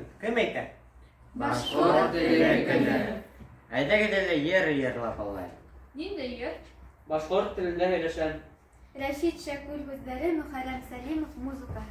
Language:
Bashkir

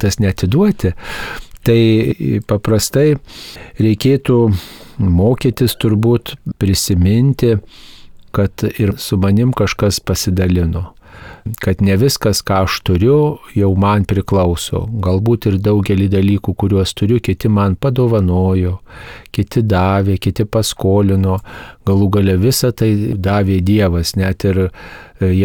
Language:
Lithuanian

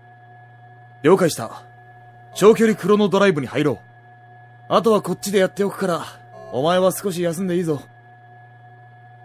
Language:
Japanese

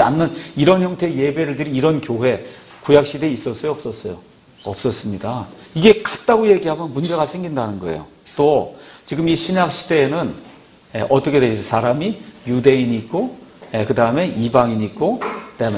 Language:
Korean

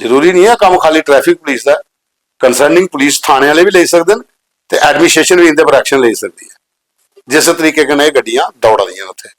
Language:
Dogri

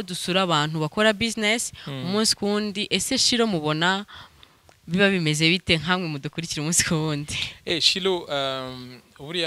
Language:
Kinyarwanda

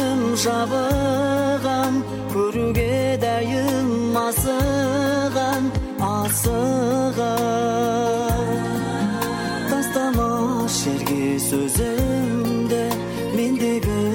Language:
Kazakh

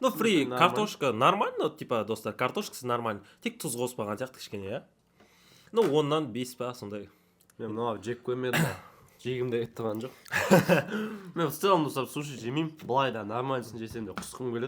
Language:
Kazakh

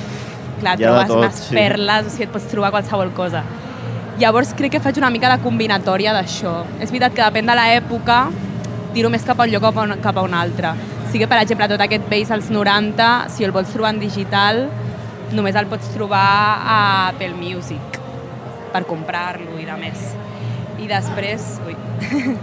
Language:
Catalan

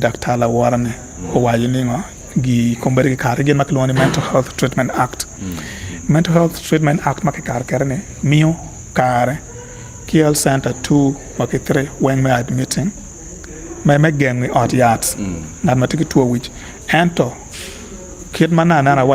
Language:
Acoli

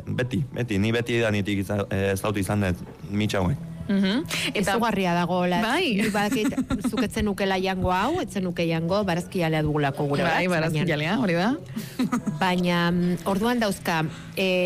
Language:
Basque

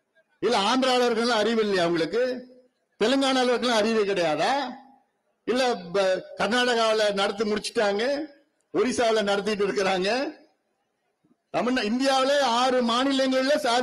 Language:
Tamil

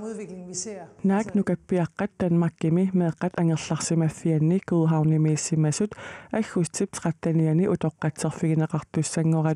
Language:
Kalaallisut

